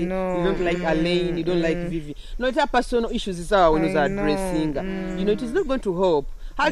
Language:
Nyoro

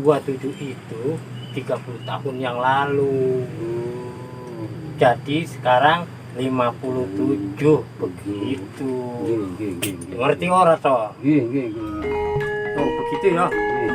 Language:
Betawi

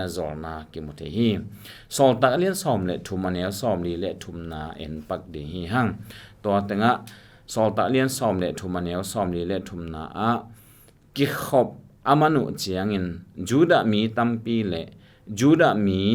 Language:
Tedim Chin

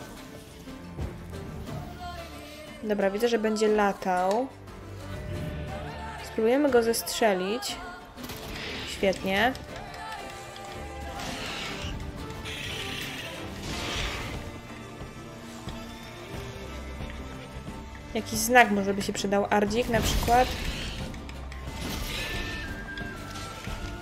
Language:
Polish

